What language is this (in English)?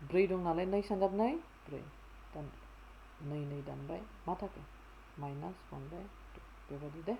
Bodo